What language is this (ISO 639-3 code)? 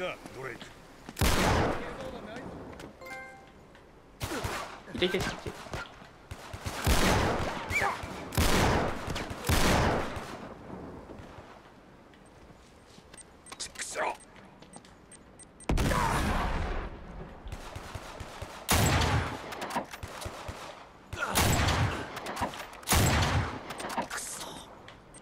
jpn